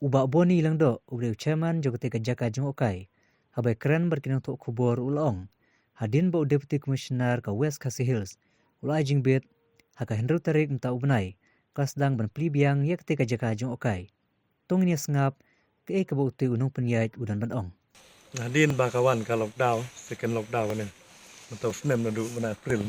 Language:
Khasi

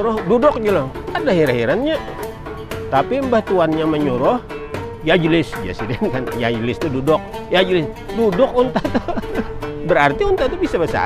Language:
Banjar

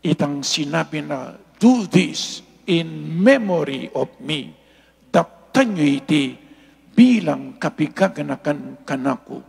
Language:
Pampanga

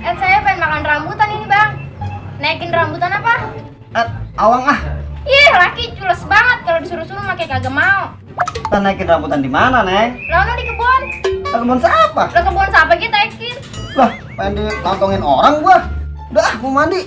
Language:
Betawi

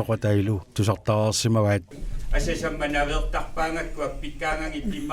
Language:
Kalaallisut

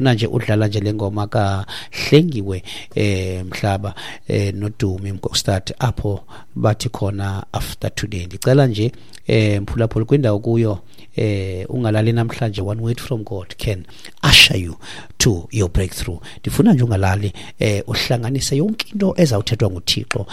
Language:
Xhosa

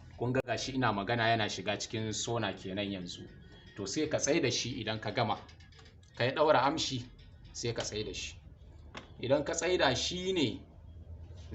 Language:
Hausa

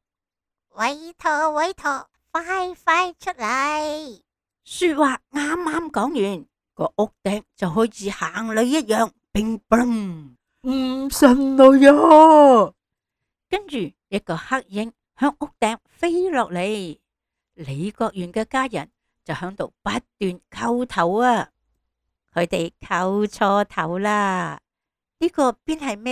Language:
Cantonese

